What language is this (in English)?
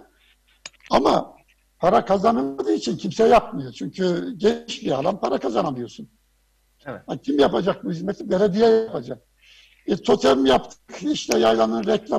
Turkish